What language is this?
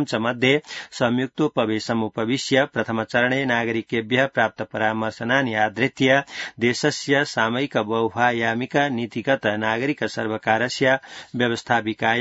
Sanskrit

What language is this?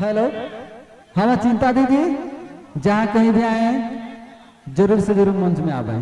Sadri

